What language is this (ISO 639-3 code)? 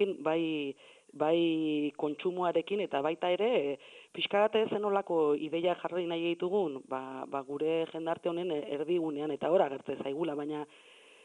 eus